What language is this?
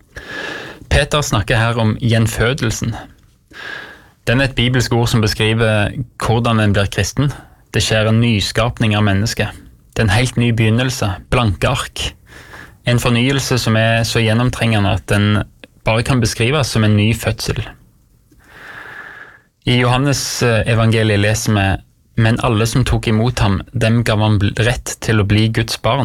Norwegian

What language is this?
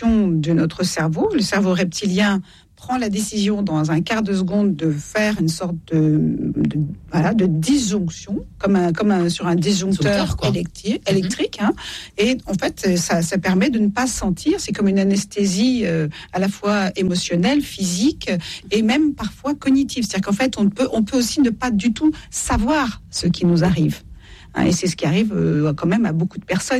French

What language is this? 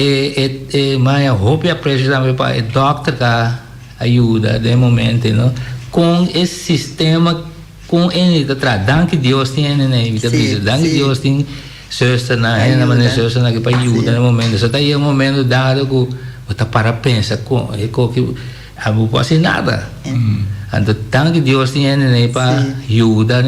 Papiamento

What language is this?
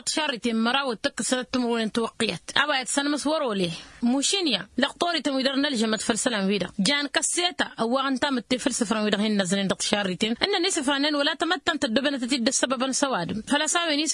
Tamasheq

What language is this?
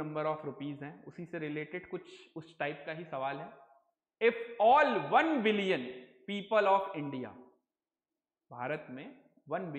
Hindi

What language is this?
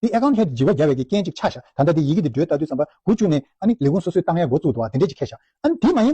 Tibetan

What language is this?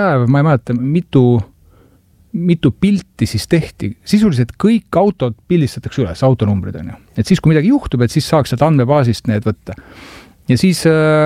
Estonian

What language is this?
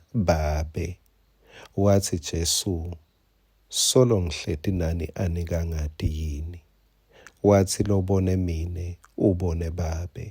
Swati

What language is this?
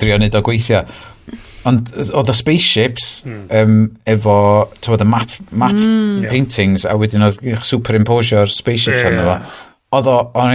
Welsh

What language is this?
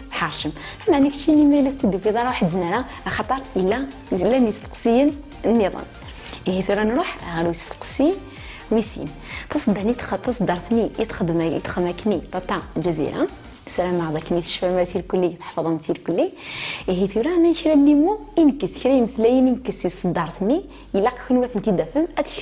Kabyle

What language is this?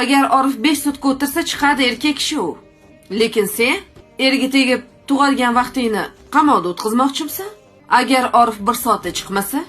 Uzbek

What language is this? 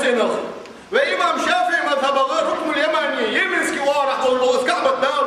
Ingush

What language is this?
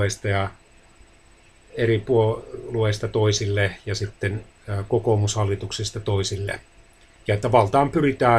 Finnish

